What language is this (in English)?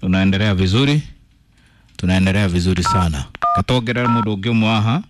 Kikuyu